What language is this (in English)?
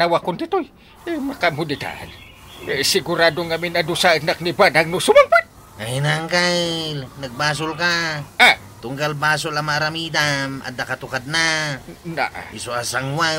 Iloko